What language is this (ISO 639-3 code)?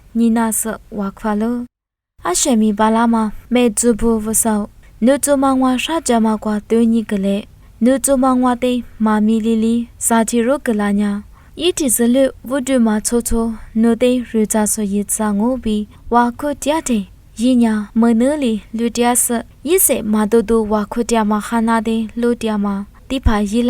lis